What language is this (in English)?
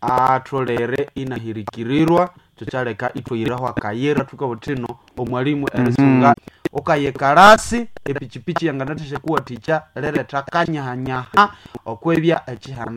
Nande